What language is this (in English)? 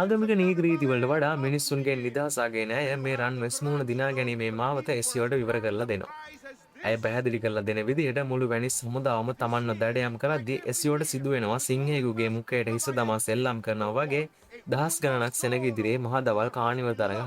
Sinhala